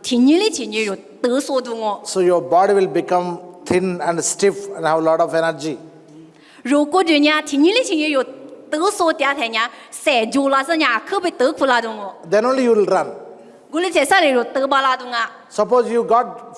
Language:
Lisu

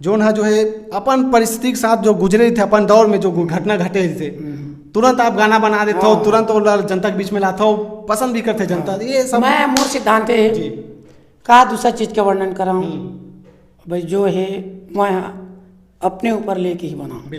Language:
Chhattisgarhi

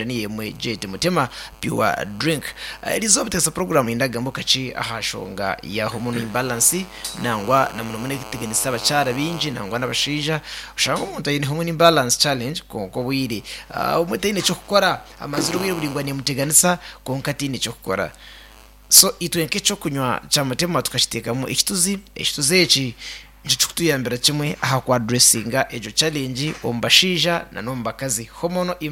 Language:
Nyankole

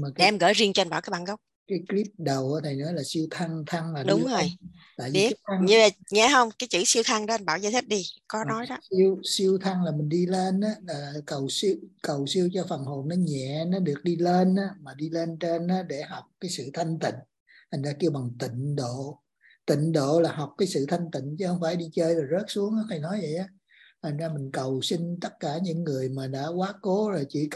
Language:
Vietnamese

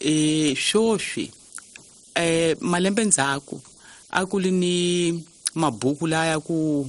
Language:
Tsonga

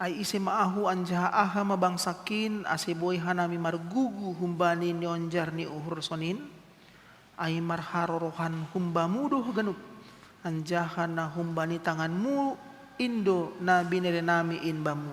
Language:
Batak Simalungun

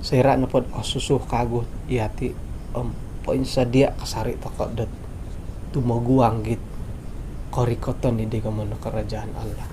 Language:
Central Dusun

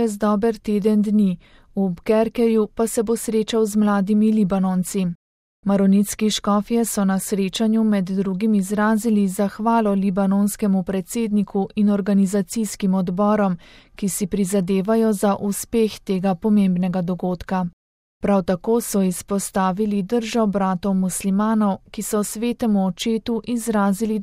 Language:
Slovenian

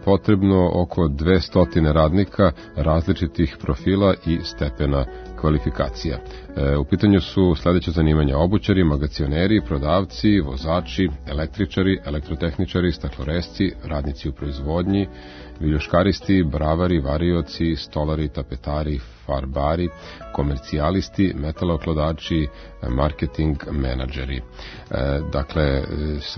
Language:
Serbian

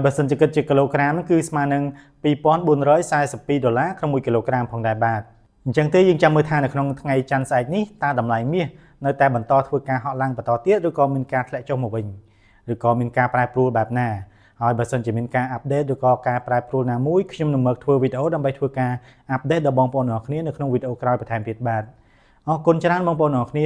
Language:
Khmer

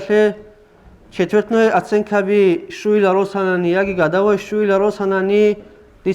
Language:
Avaric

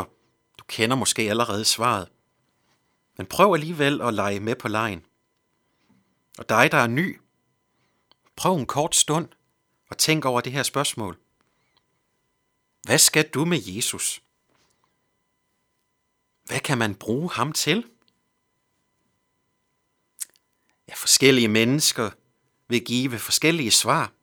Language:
Danish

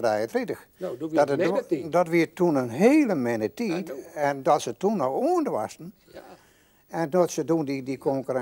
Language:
Western Frisian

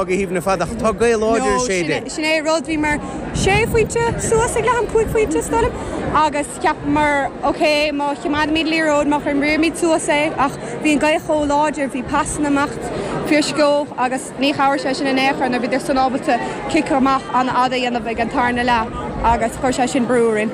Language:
Irish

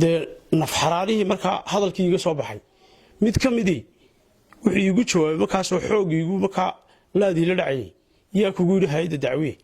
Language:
Somali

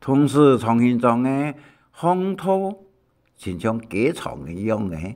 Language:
Hakka Chinese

